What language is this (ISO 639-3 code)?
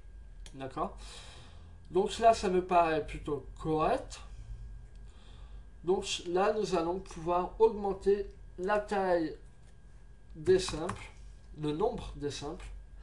fra